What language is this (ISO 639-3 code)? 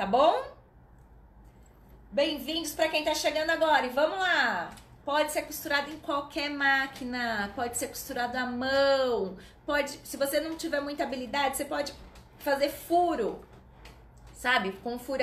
por